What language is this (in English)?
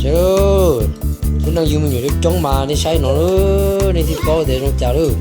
Hmong